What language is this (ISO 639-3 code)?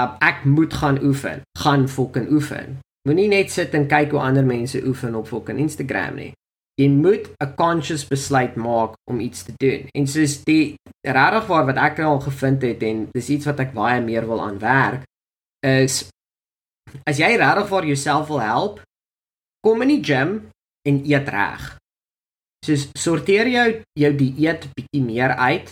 afr